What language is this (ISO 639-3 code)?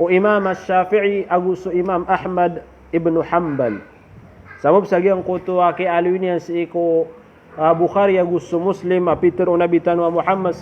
mrw